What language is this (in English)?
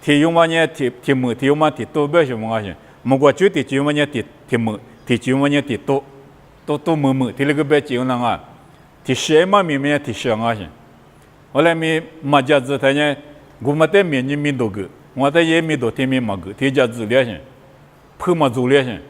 Lisu